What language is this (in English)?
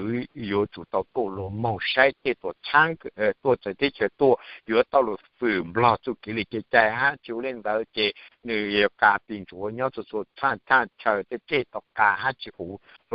Hmong